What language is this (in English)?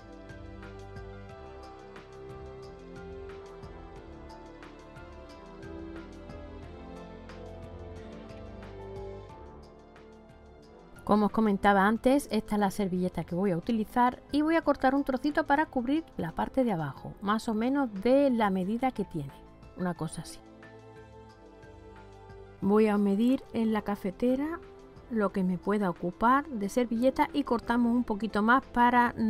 Spanish